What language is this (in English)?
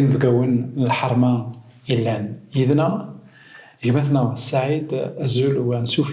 Kabyle